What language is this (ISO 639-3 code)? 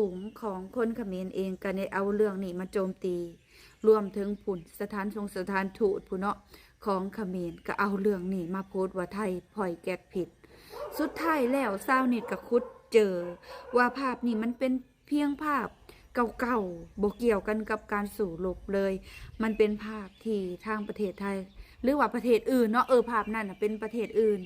lao